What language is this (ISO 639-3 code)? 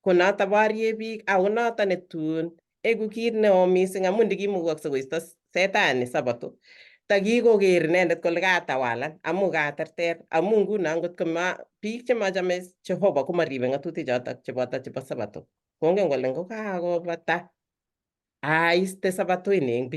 kln